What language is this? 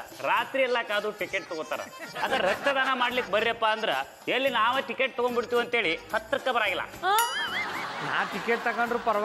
Kannada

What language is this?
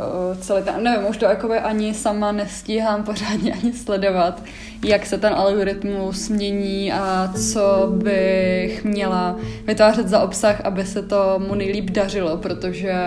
Czech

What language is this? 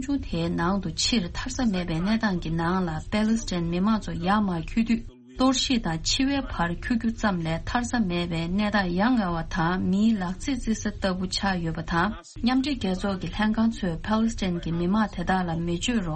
Tibetan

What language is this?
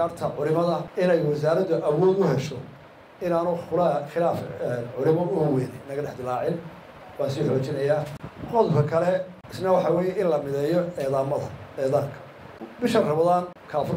Somali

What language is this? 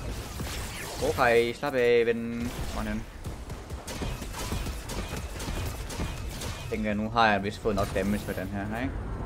Danish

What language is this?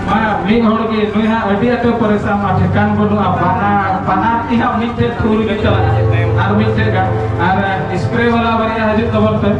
Santali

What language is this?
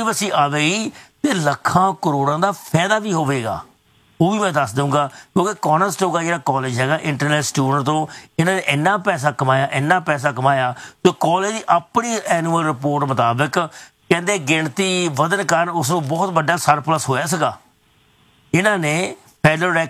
Punjabi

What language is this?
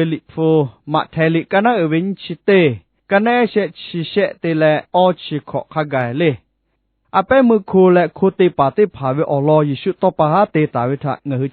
Lahu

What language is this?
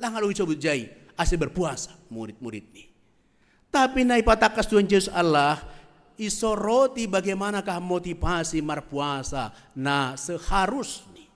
Batak Simalungun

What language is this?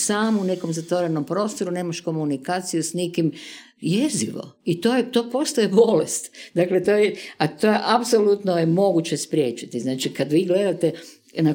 Croatian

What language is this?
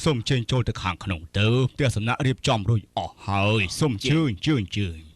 Khmer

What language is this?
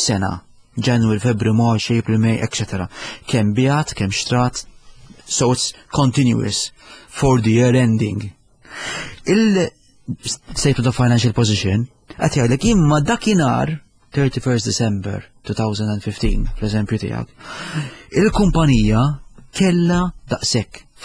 Maltese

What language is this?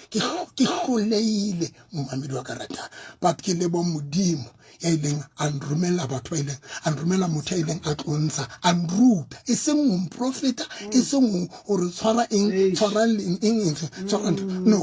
Southern Sotho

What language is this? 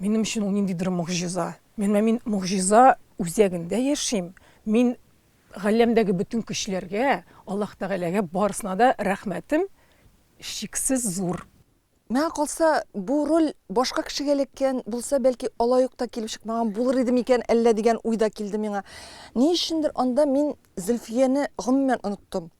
Tatar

